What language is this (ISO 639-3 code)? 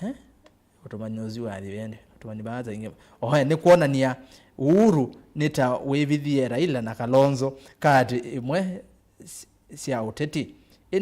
kam